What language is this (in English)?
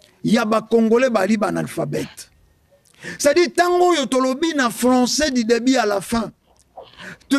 Lingala